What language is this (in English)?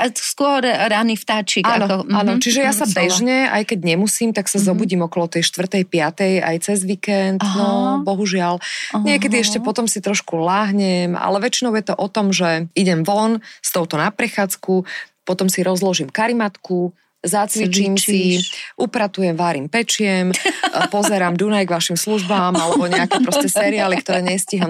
Slovak